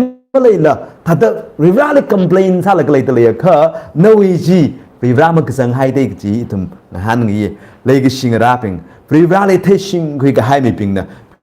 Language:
Tangkhul Naga (India)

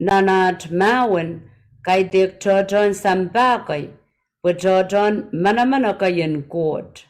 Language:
Pohnpeian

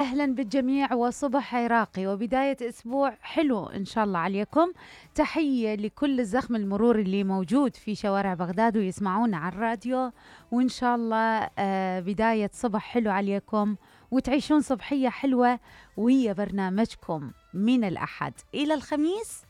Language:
Mesopotamian Arabic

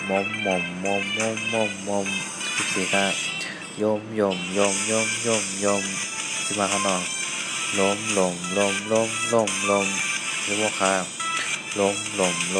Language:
Shan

